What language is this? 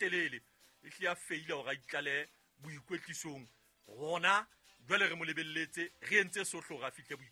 Southern Sotho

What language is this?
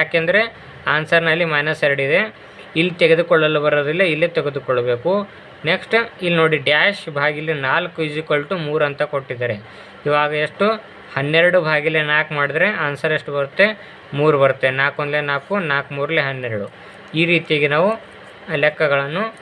Kannada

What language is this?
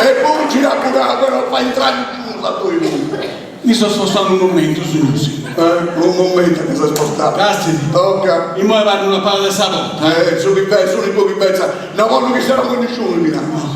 Sardinian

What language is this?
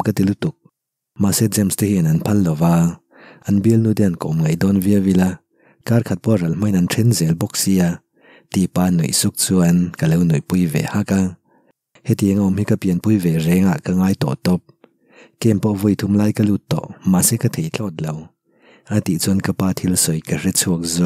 Mizo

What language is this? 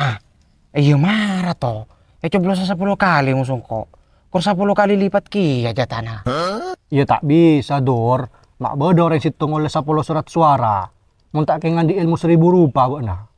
Madurese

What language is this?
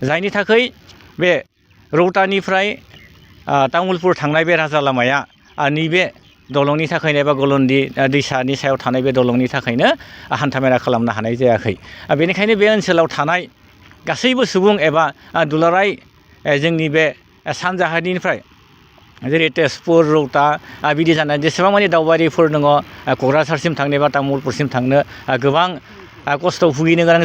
Bodo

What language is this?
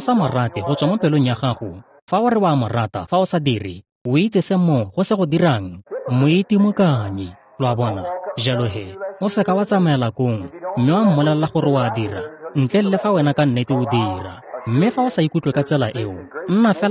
Tswana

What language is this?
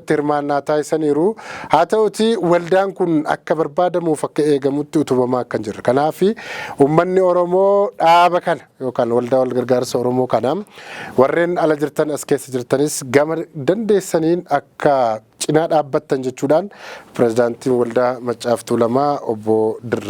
Oromo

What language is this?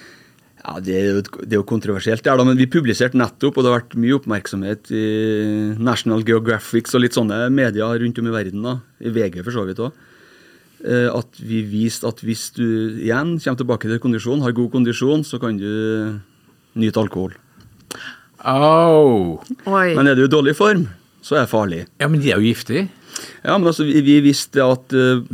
Norwegian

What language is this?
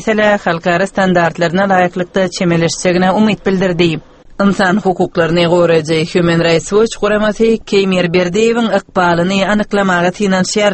Turkmen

